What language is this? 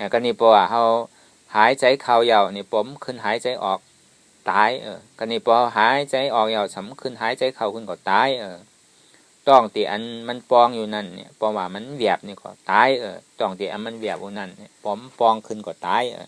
Shan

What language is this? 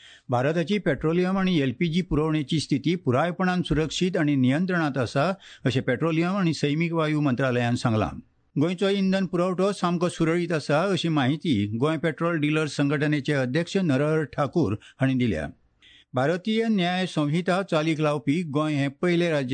Konkani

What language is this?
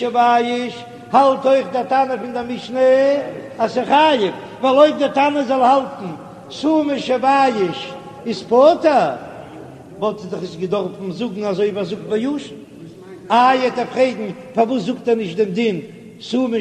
Yiddish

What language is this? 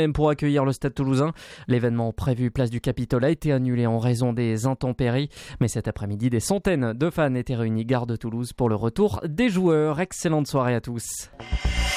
French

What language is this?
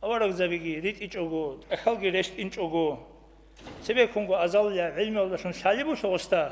Avaric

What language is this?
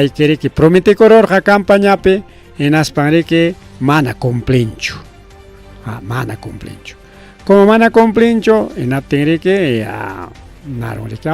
Ayacucho Quechua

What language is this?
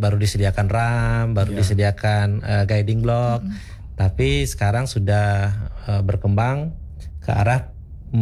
Indonesian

